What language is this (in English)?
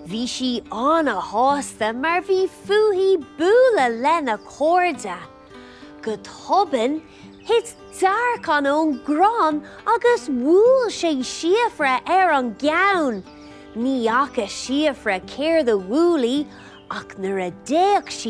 Irish